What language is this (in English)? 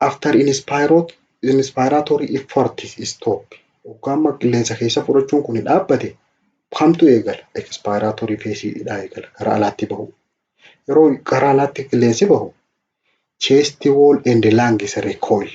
Oromo